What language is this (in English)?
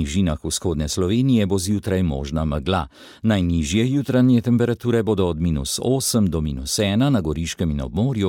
Slovenian